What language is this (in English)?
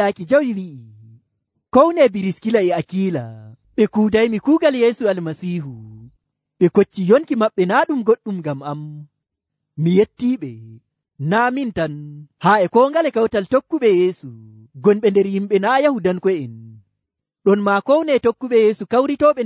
Nigerian Fulfulde